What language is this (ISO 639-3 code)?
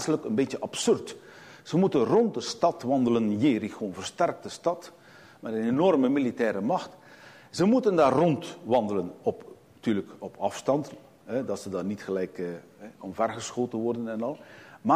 nld